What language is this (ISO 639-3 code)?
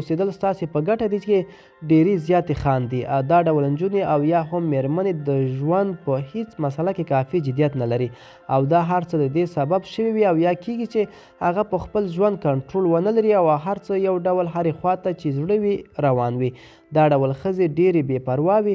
pus